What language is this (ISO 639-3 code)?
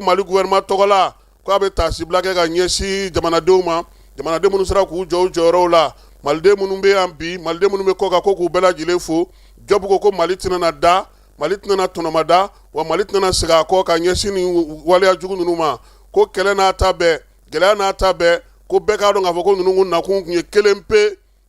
bam